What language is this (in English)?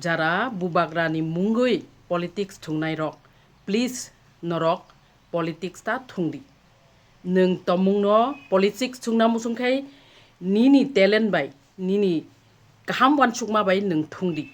Kok Borok